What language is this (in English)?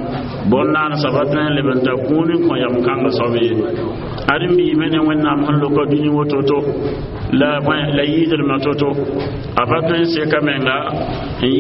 Mossi